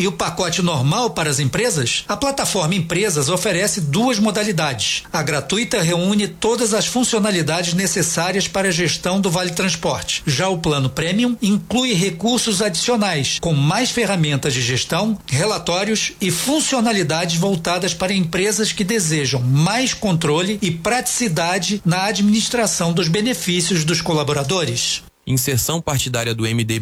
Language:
Portuguese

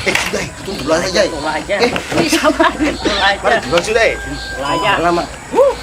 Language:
Ambonese Malay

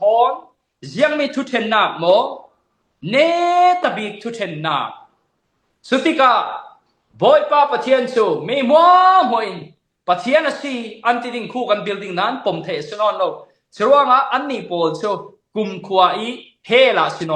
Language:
Falam Chin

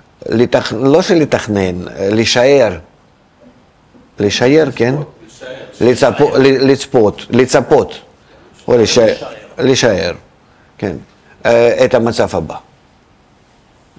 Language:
Hebrew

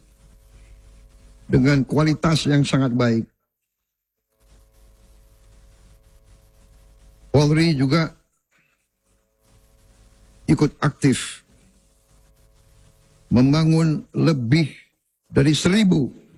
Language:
Indonesian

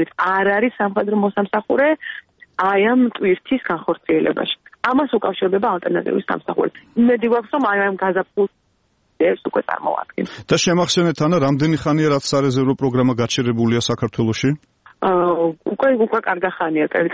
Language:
Georgian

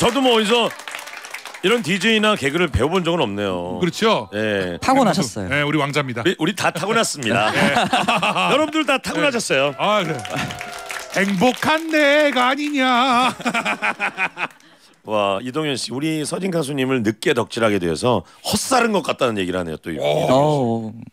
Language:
Korean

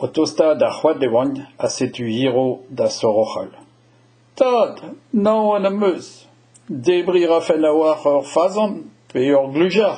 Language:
Breton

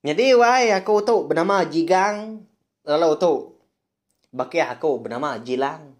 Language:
Iban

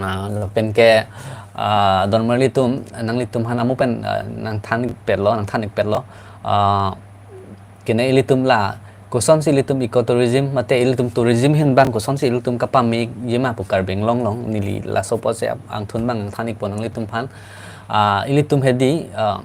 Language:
Karbi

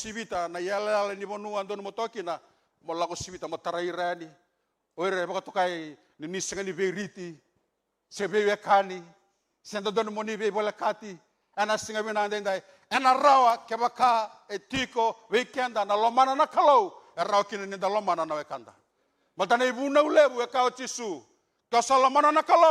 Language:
Fijian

